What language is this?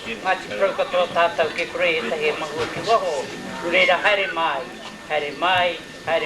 Māori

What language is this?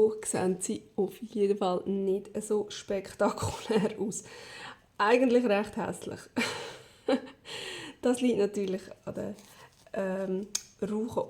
Swiss German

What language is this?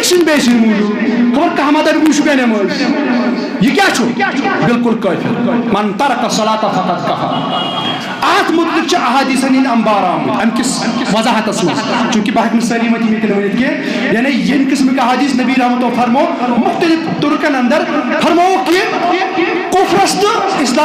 Kashmiri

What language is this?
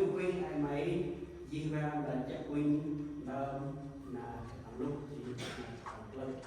Central Mnong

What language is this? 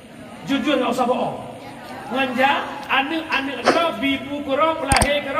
Achinese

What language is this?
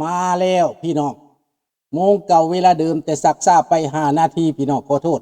Lao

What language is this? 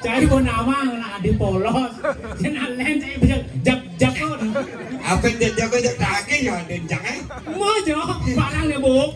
Balinese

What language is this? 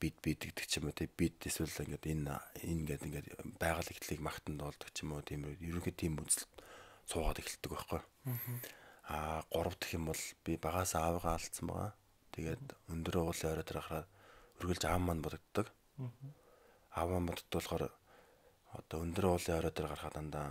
Mongolian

